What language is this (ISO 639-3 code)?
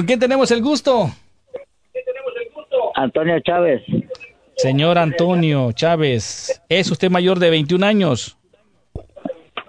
spa